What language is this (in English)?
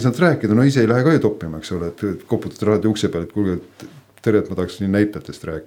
Estonian